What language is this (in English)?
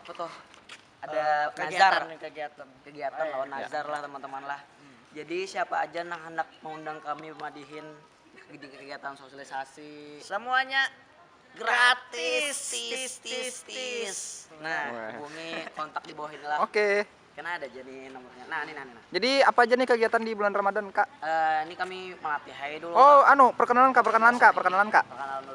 Banjar